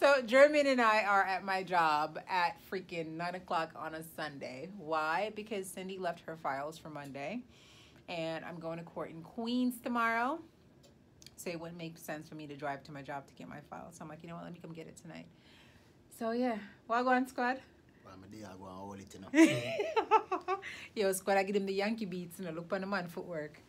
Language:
Jamaican Creole English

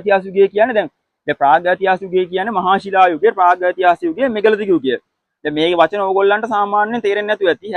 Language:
Sinhala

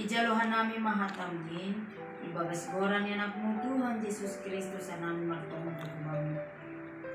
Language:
Batak Simalungun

